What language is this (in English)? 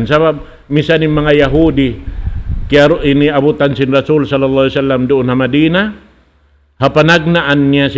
Tausug